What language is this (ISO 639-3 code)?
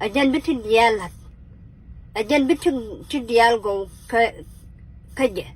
nus